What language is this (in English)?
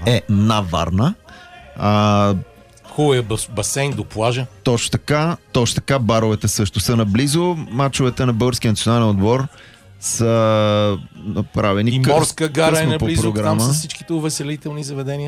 Bulgarian